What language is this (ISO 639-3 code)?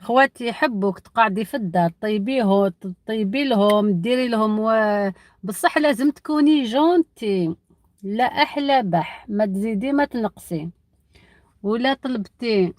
arq